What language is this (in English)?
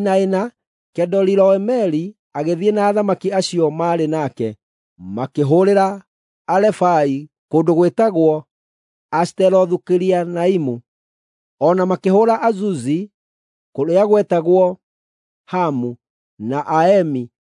Kikuyu